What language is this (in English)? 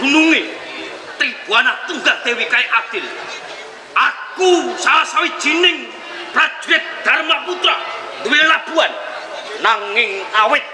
Javanese